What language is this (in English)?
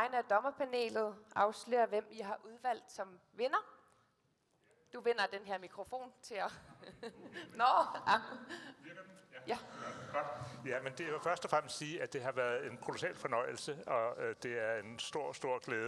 Danish